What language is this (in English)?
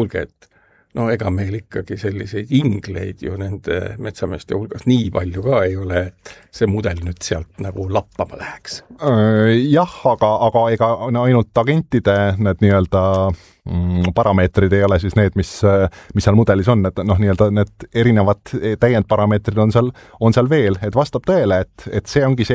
Estonian